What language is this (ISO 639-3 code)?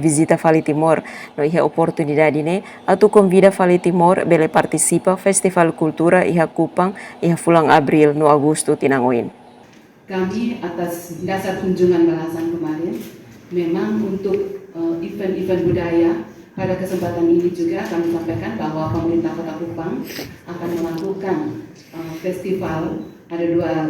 tet